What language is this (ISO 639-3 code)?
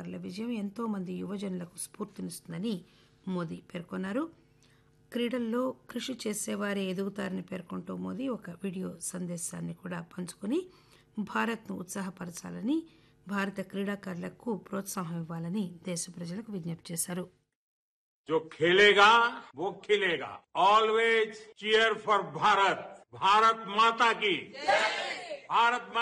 tel